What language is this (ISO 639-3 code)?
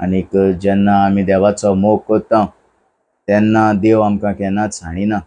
kok